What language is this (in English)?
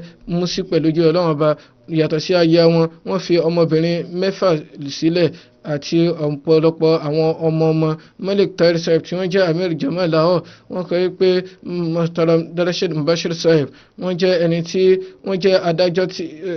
Yoruba